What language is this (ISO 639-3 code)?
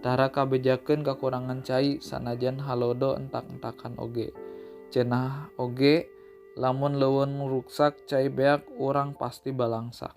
sun